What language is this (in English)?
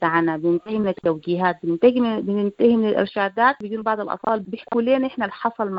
Sudanese Arabic